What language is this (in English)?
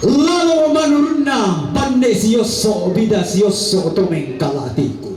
Toraja-Sa'dan